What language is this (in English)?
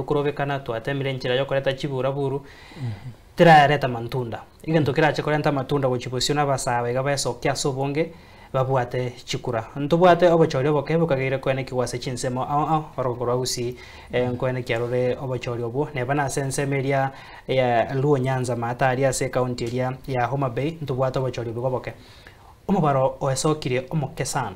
Gusii